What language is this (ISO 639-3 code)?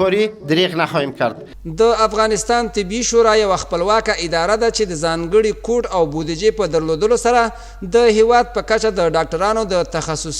pus